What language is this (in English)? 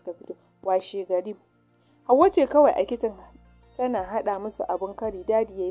Hausa